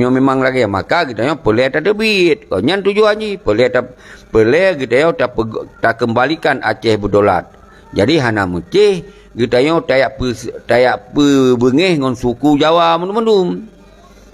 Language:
Achinese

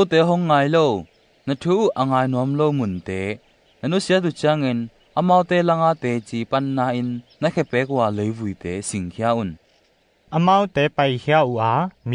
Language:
Tedim Chin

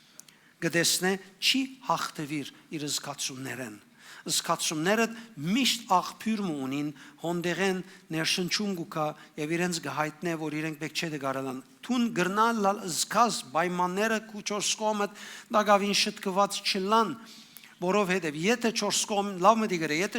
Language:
Western Armenian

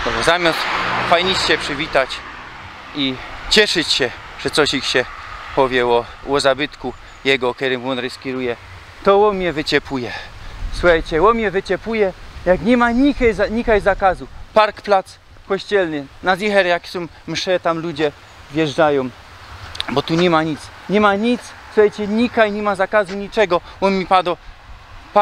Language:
Silesian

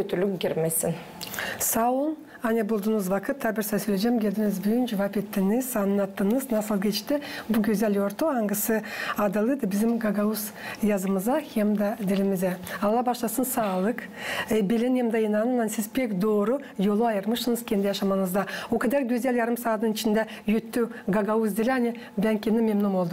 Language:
Gagauz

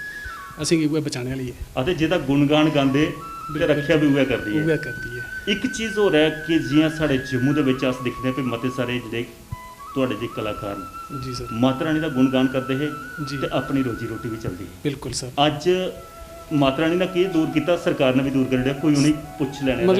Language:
Dogri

